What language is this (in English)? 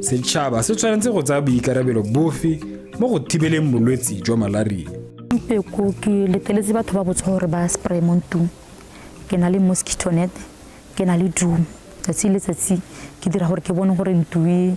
Tswana